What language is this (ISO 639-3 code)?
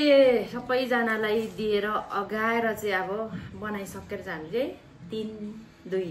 nep